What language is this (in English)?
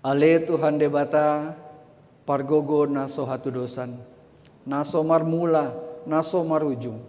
Batak Toba